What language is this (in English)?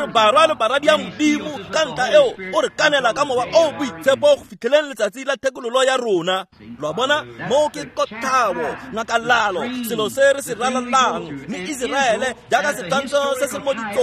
Tswana